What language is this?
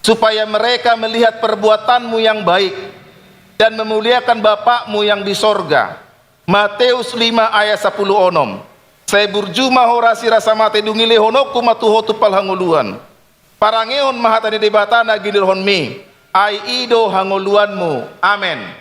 Batak Toba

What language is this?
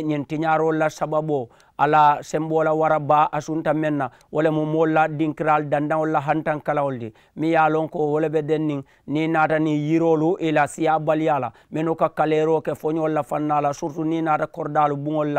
Mandingo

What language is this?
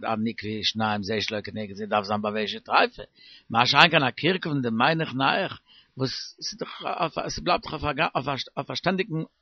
Yiddish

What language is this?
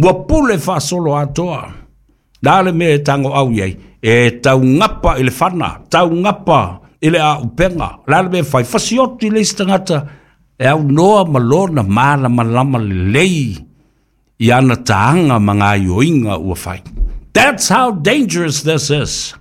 Samoan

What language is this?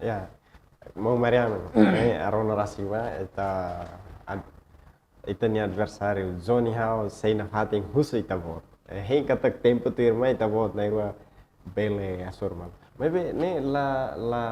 Tetum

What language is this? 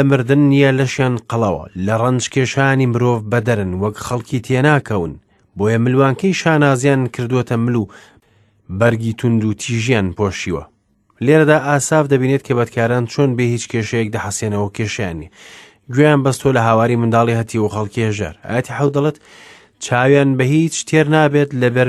Central Kurdish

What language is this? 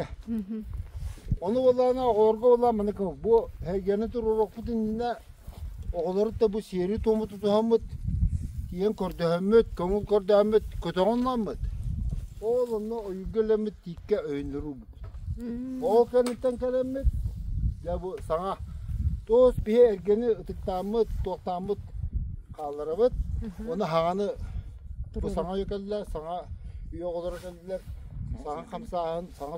Yakut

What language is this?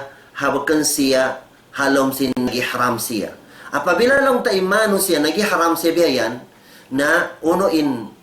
Tausug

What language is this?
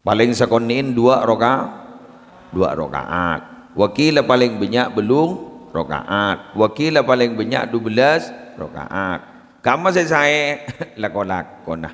Madurese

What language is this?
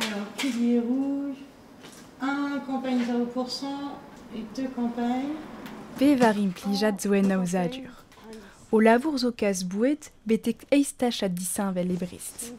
Breton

